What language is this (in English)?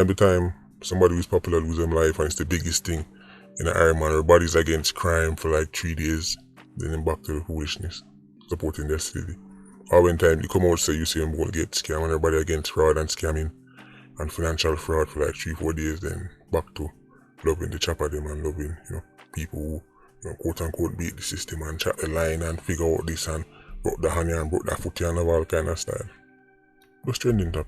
Jamaican Creole English